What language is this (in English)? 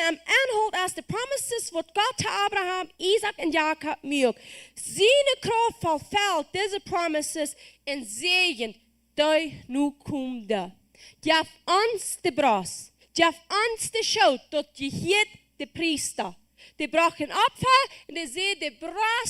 Plautdietsch